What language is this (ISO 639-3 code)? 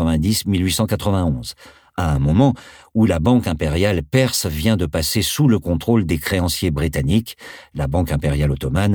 fra